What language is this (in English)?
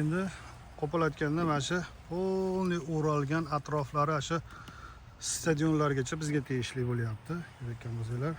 Uzbek